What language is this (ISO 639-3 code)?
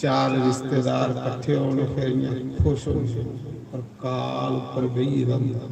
doi